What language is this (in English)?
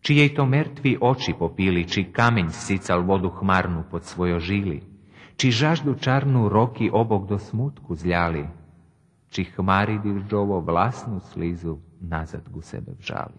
Rusyn